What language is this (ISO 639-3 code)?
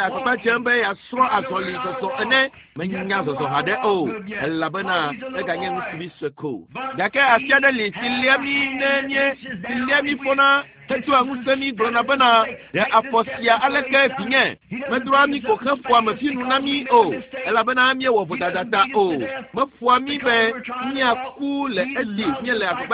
ewe